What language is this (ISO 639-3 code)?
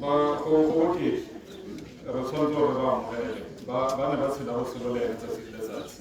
tsn